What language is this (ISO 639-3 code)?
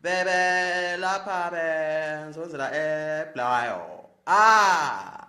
zul